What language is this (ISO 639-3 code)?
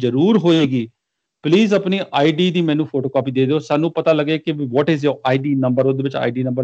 pan